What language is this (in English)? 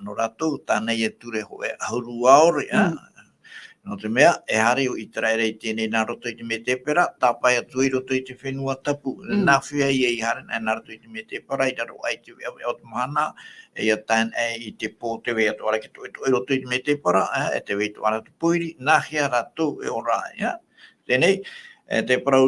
Tahitian